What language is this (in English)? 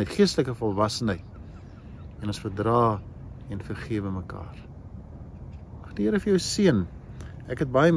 Afrikaans